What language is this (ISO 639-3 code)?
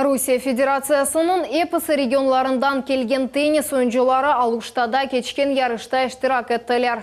crh